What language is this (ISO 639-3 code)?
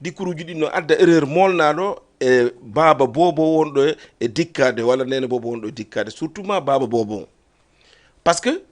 ful